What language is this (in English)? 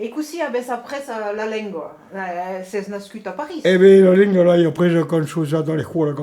Occitan